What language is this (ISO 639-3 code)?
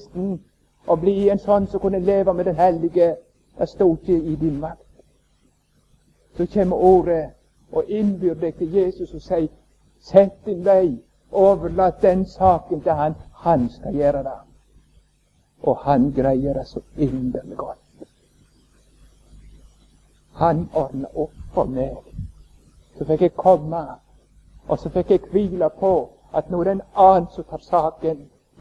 nor